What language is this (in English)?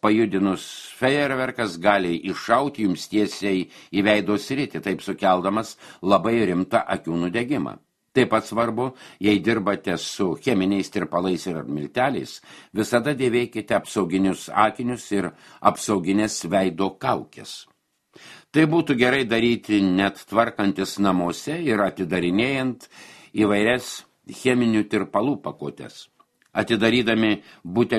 Lithuanian